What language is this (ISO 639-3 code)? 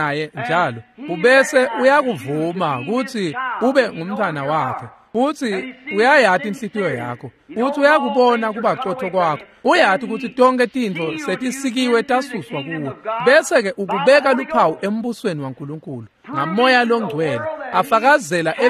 ssw